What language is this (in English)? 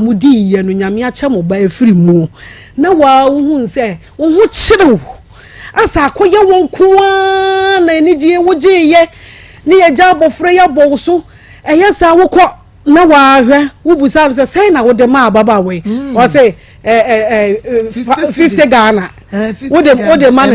Akan